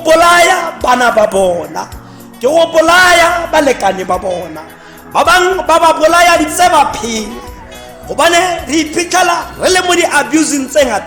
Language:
Tswana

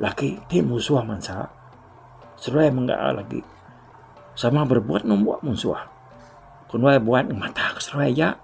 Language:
Iban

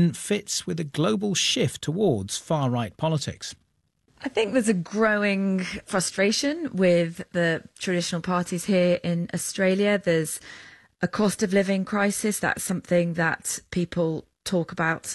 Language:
English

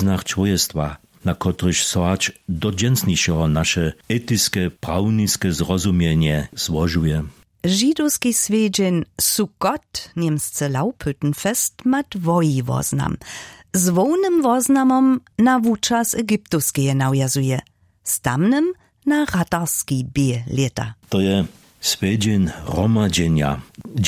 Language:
Upper Sorbian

